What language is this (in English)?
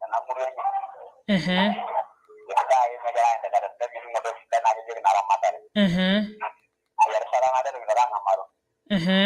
Masai